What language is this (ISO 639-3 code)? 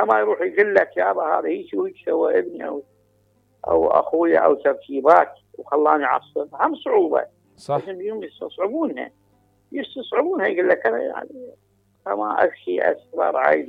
acm